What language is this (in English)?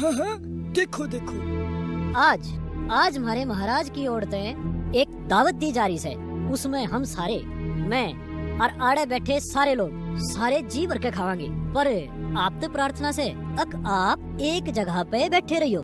Haryanvi